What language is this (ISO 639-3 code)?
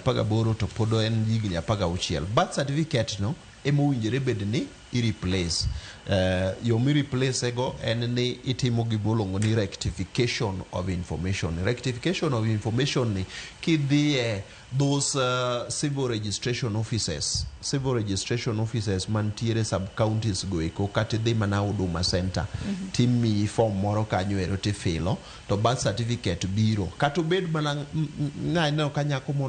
luo